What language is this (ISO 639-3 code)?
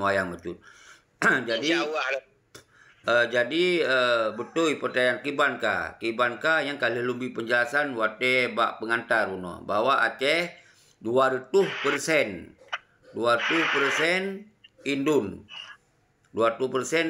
ace